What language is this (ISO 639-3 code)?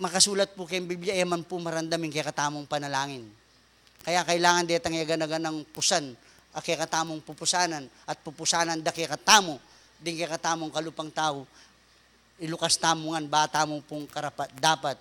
pam